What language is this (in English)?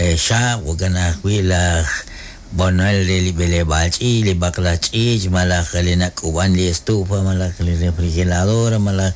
Kekchí